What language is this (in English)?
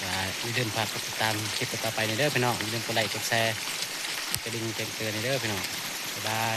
Northeastern Thai